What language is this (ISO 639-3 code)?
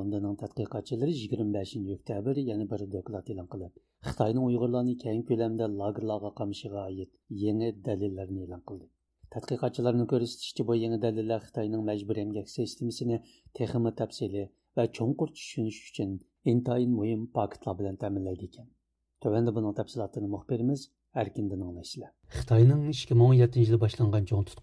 uig